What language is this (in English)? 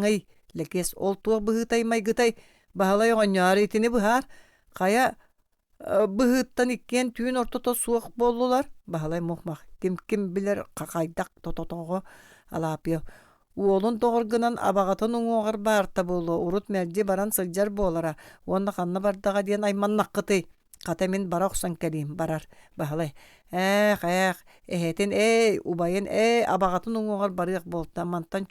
Yakut